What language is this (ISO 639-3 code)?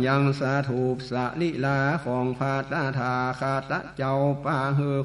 nod